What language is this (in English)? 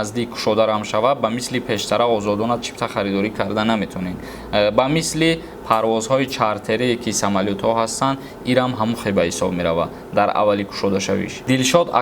Tajik